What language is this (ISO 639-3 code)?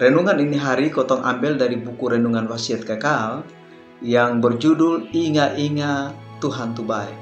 mkn